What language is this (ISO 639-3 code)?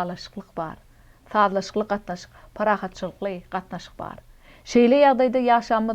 tuk